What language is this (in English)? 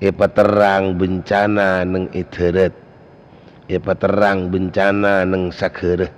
Madurese